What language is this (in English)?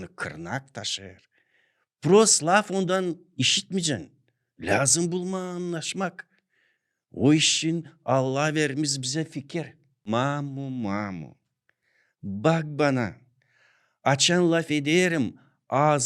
Gagauz